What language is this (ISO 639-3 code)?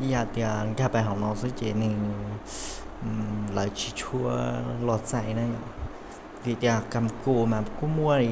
hmn